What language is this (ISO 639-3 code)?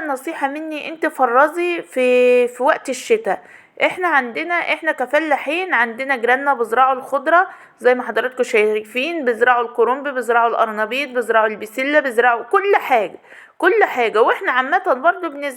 arz